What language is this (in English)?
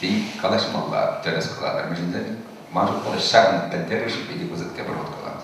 Chuvash